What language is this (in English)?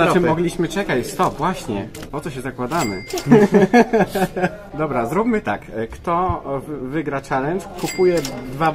Polish